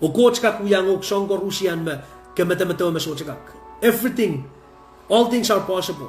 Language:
Pohnpeian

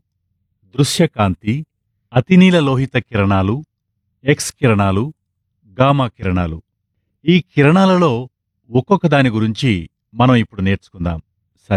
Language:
Telugu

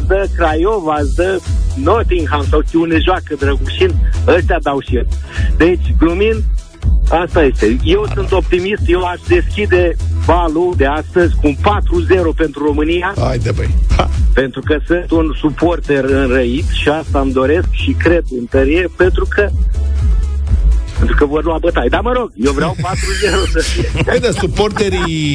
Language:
Romanian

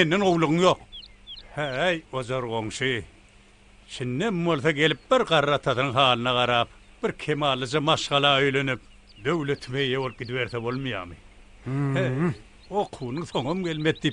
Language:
Turkmen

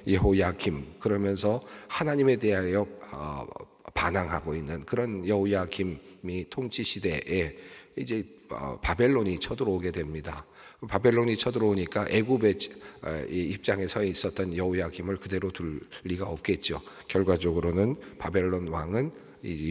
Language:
Korean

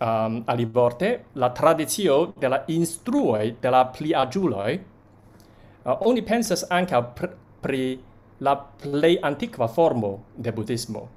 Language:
Esperanto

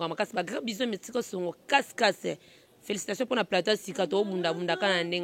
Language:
Lingala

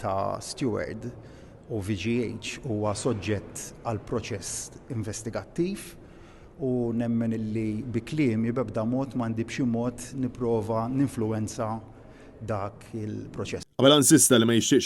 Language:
Maltese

